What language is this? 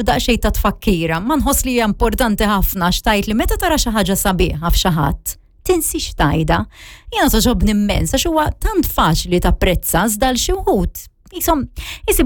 Maltese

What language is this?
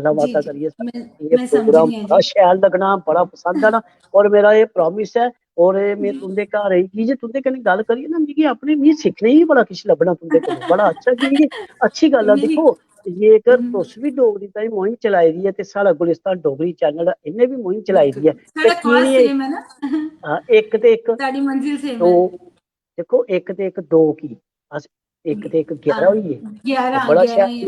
Dogri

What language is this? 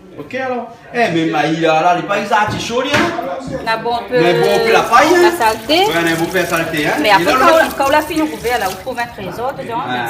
Réunion Creole French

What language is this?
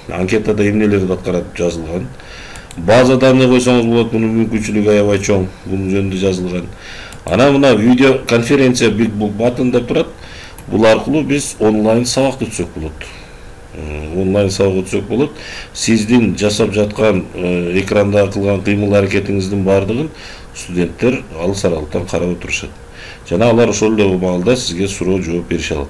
Kyrgyz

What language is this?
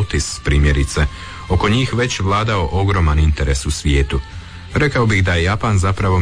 Croatian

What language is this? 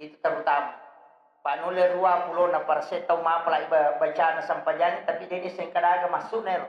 Buginese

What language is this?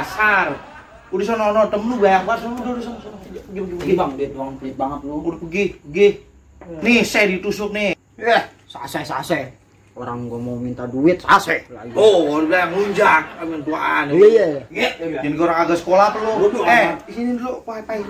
Betawi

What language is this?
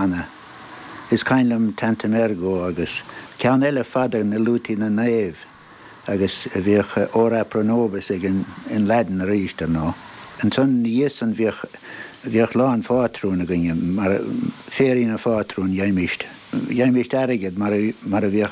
Irish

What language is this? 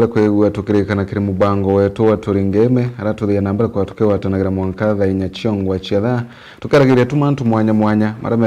Meru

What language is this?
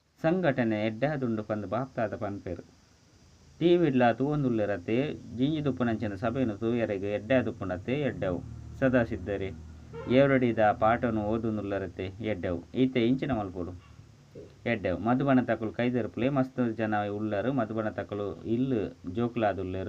Tulu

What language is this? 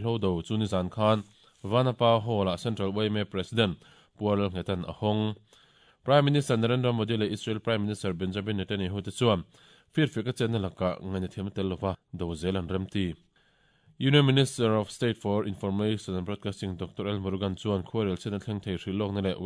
Mizo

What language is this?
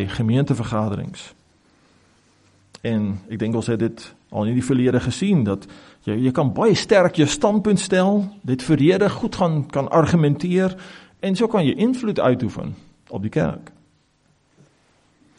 Afrikaans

